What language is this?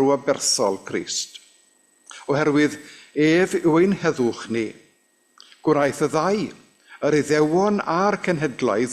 Welsh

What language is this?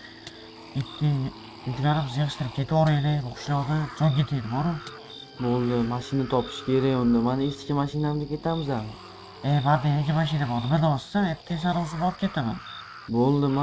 Uzbek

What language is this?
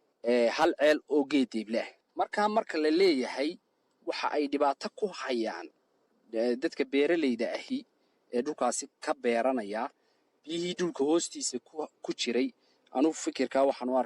Somali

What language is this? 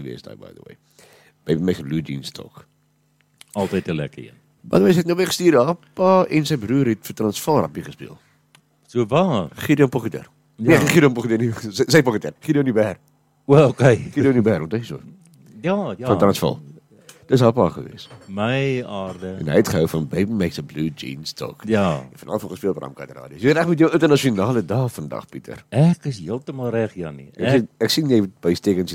Afrikaans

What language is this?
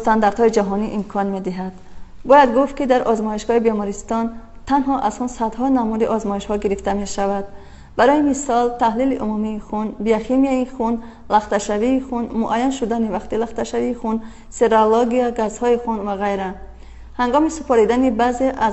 Tajik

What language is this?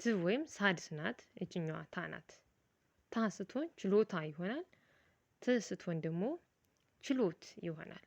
Amharic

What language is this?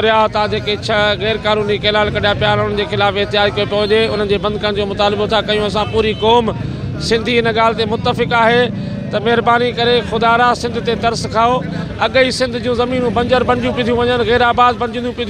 Sindhi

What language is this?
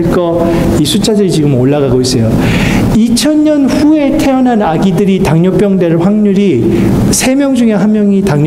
Korean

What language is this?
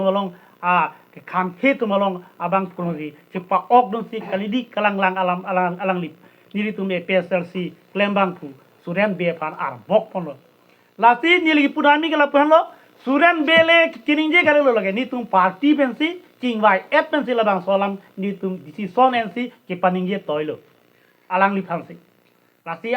Karbi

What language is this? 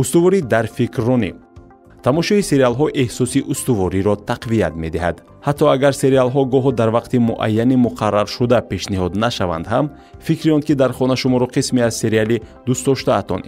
Tajik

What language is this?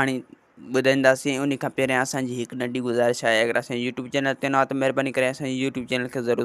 Sindhi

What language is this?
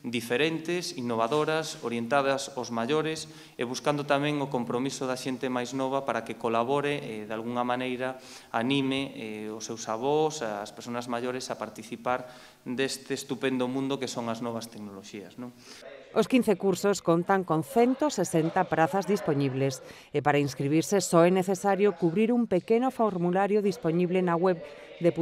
Galician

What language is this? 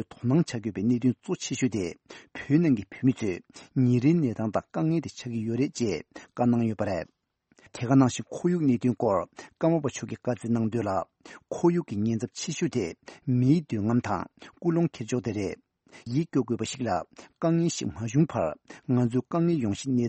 Tibetan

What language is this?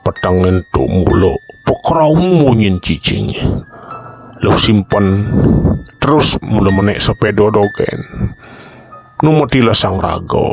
Balinese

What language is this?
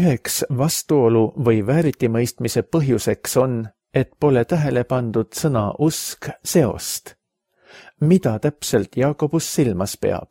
Estonian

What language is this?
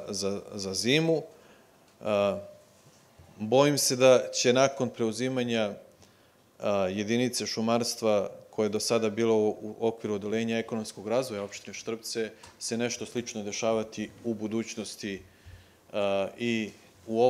Serbian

